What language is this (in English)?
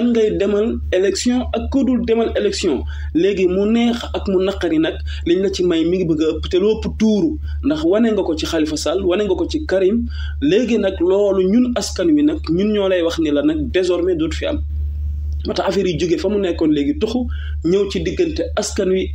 Wolof